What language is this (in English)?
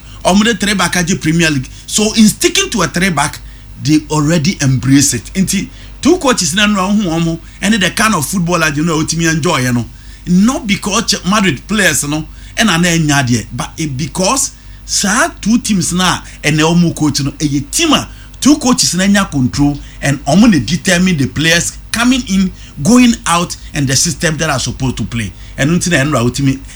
Akan